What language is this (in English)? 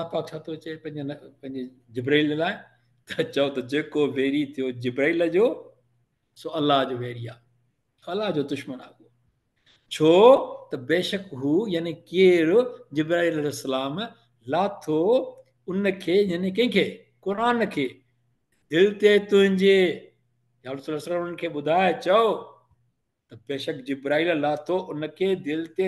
Sindhi